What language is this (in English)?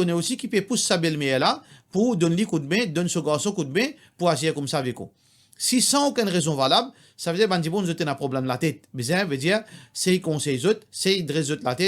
Morisyen